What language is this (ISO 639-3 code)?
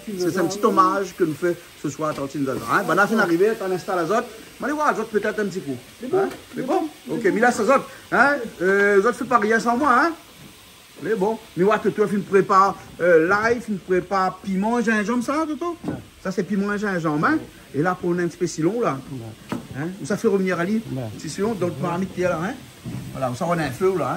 rcf